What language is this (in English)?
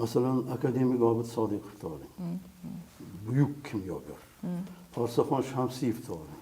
Uzbek